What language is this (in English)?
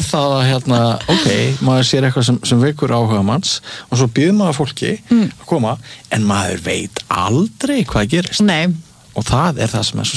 Icelandic